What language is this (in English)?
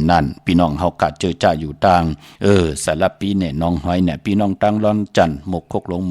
Shan